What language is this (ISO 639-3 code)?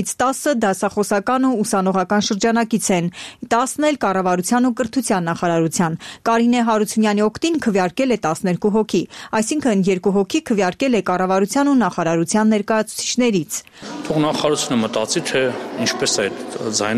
hye